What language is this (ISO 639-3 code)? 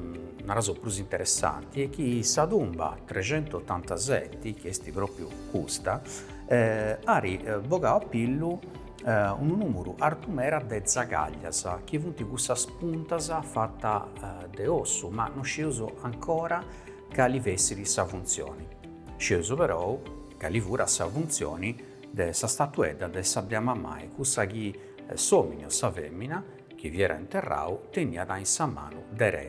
srd